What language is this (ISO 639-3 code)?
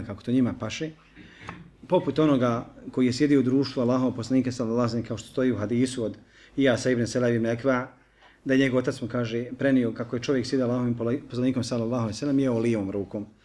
bos